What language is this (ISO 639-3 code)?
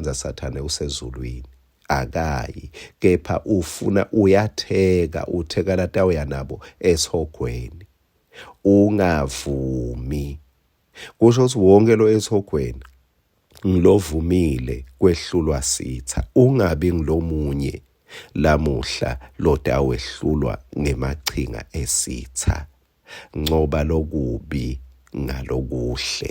ssw